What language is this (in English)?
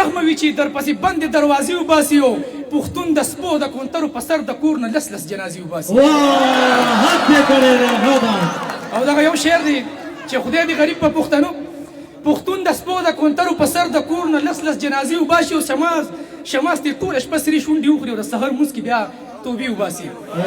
Pashto